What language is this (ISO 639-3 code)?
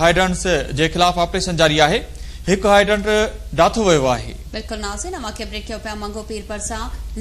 snd